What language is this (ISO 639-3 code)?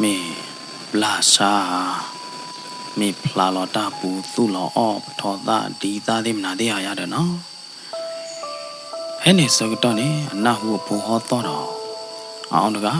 ksw